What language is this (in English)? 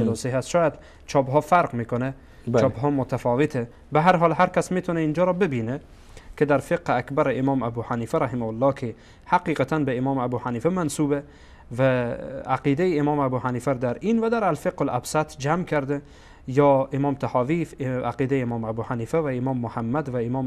Persian